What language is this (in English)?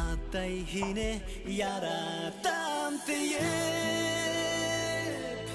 Bashkir